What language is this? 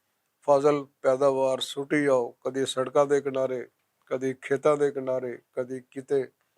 Western Panjabi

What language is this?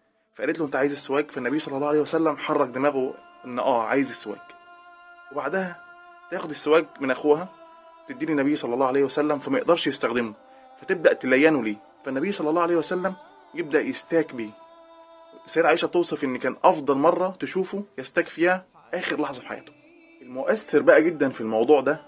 Egyptian Arabic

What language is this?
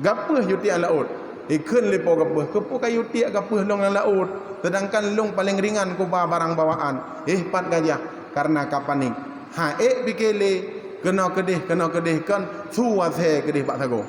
Achinese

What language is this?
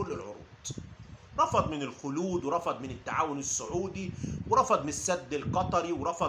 Egyptian Arabic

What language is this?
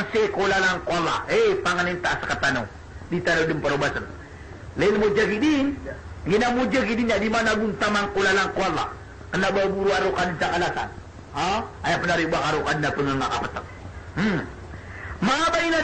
Maranao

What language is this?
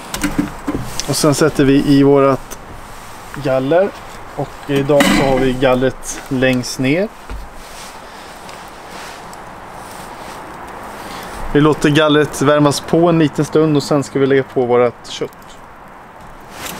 Swedish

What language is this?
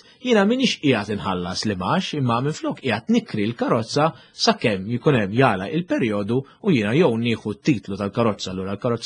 Maltese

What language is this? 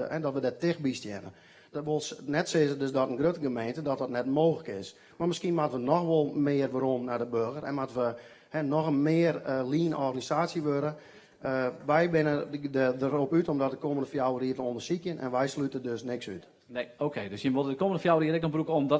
Western Frisian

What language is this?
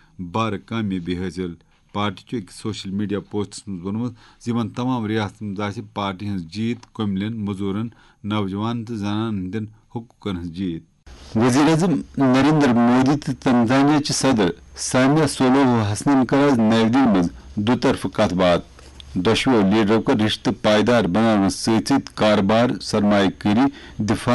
Kashmiri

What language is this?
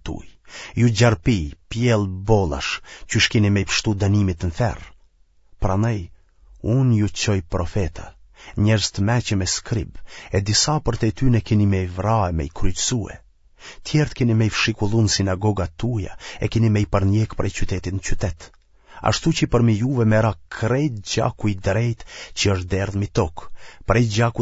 Albanian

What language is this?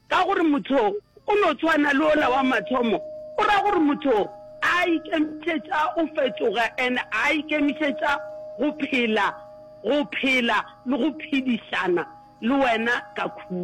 Northern Sotho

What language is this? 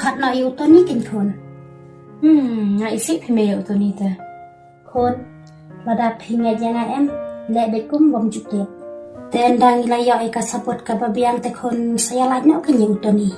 Khasi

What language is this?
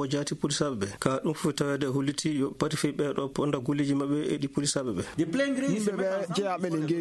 Fula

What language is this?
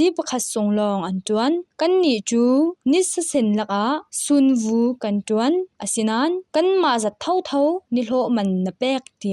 Falam Chin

